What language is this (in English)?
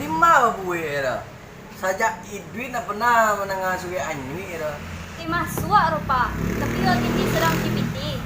Minangkabau